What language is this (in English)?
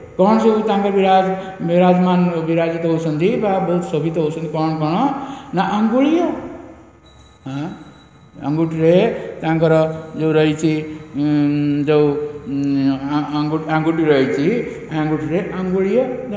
Odia